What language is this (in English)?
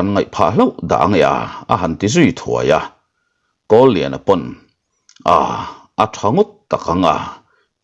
Mizo